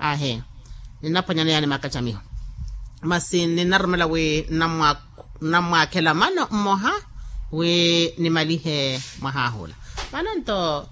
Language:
Makhuwa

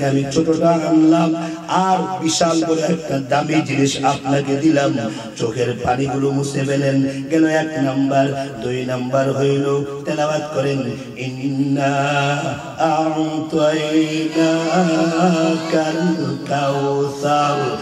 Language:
Bangla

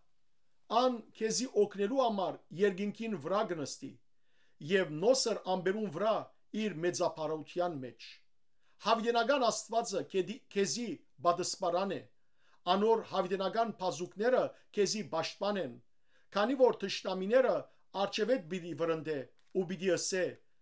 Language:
Western Armenian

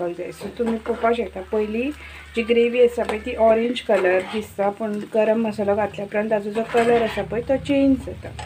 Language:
Konkani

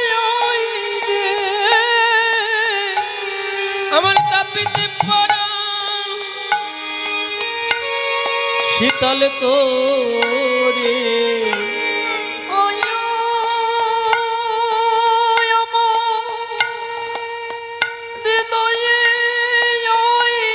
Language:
Bangla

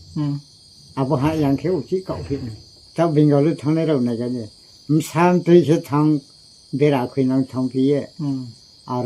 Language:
Riang (India)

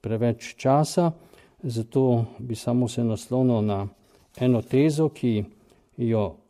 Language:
Slovenian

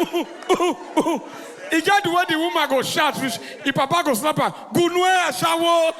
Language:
Nigerian Pidgin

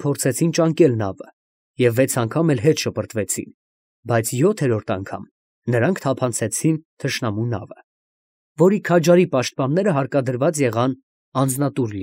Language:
Armenian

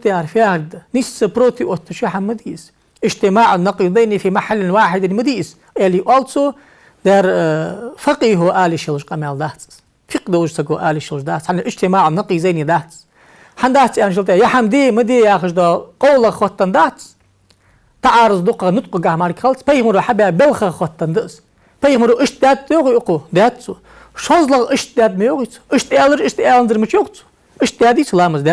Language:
Ingush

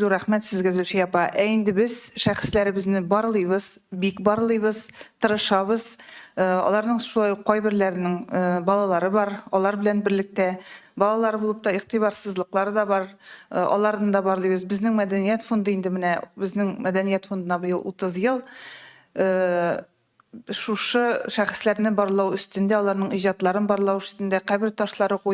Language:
Tatar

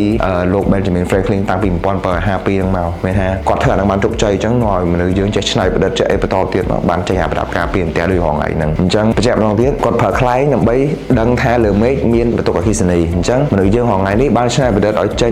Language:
Khmer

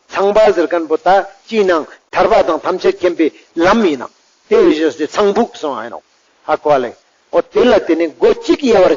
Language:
Ladakhi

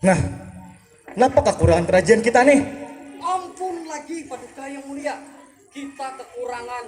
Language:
Banjar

